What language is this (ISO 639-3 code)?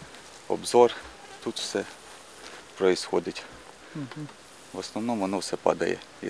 ukr